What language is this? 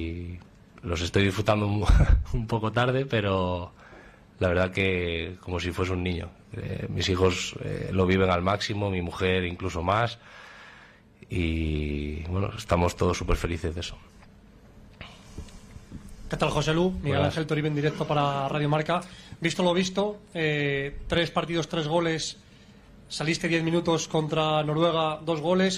Spanish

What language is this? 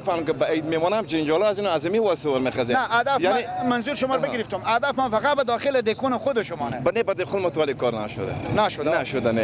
Persian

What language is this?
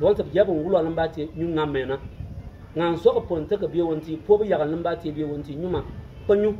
Bimoba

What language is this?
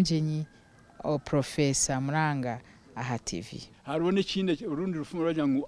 Nyankole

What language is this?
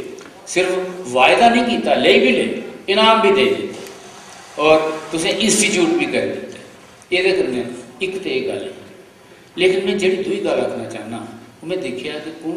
Dogri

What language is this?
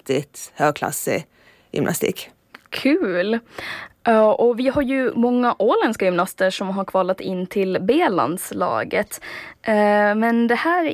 Swedish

